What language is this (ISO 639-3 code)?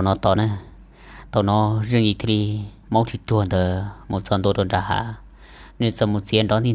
vie